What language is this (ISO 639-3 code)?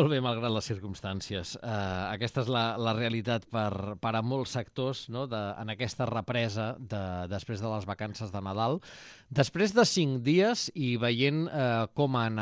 cat